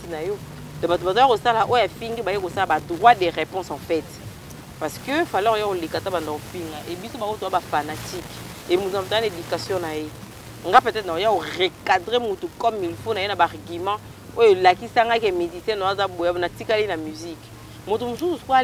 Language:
Lingala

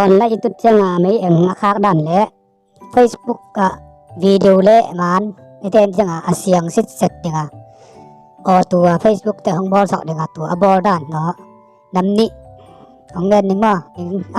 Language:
Tedim Chin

